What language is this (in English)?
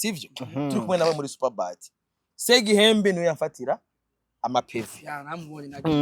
Rundi